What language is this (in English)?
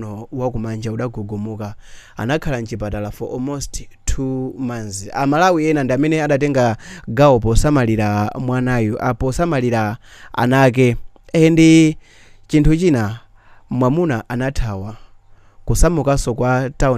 Nyanja